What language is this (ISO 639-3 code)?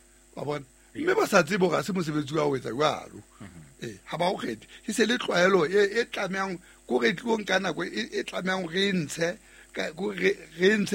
sot